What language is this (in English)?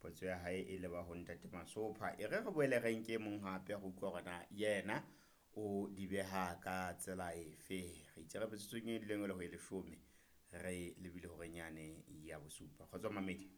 Southern Sotho